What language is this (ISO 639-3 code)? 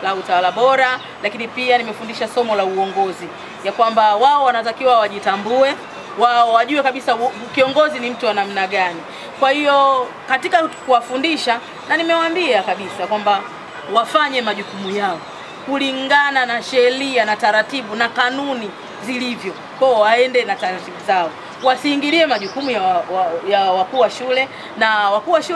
swa